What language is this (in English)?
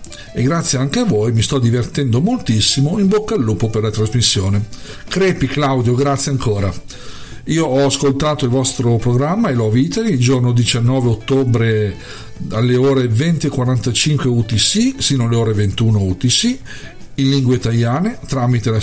Italian